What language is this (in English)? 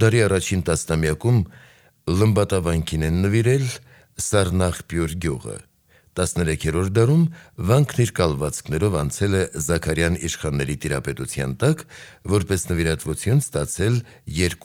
Armenian